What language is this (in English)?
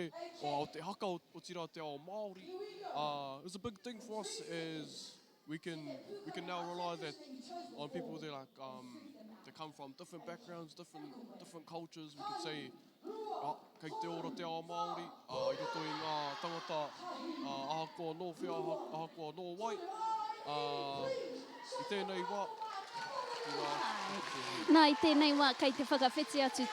Māori